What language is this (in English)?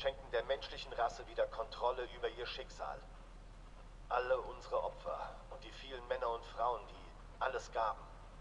German